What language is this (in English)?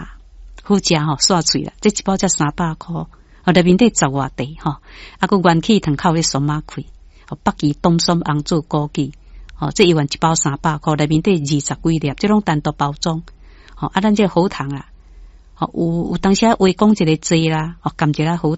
Min Nan Chinese